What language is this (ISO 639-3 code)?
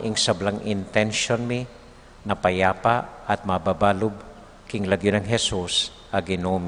pam